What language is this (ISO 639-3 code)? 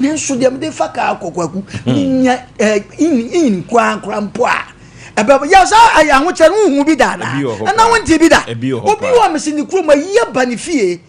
aka